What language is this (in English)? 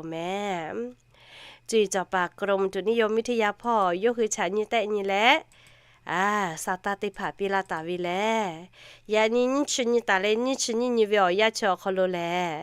Lahu